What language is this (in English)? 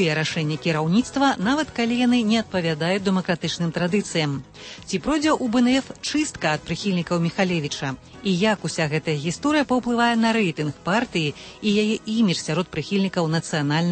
Belarusian